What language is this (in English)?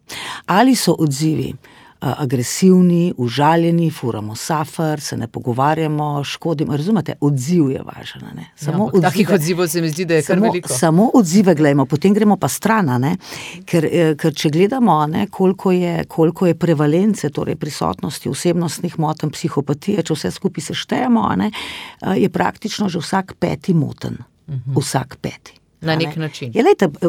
Slovenian